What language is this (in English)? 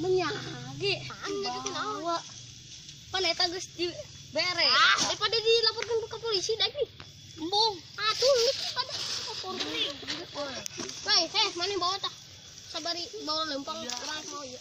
Sundanese